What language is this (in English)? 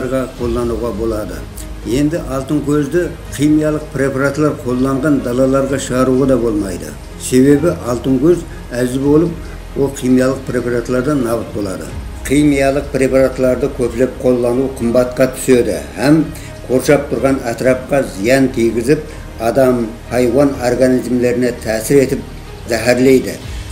Kara-Kalpak